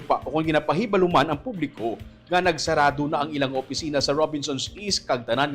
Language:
Hiligaynon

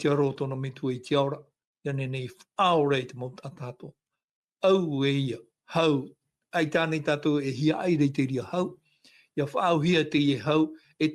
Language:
Tahitian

